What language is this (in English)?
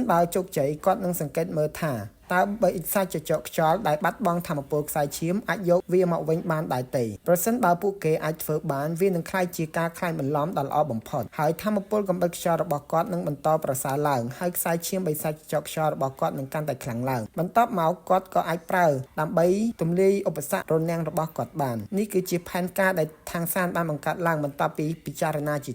Khmer